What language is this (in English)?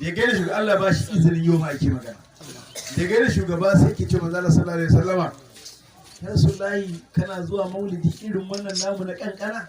Hausa